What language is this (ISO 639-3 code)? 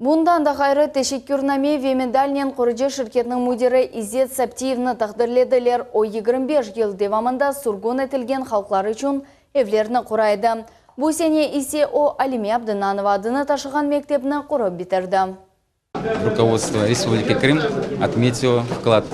crh